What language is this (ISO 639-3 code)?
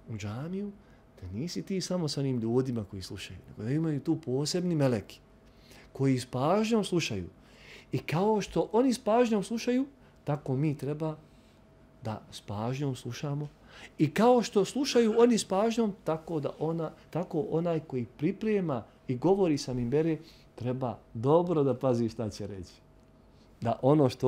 bos